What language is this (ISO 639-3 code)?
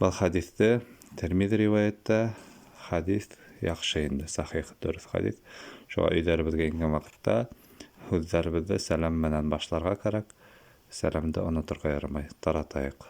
bak